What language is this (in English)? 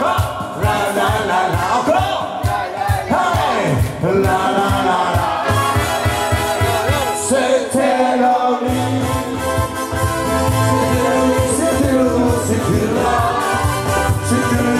French